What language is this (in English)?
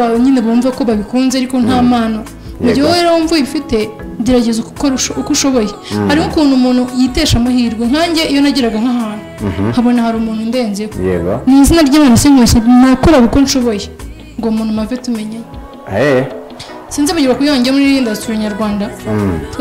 Kinyarwanda